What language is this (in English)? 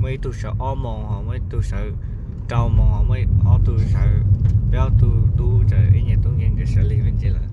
Hmong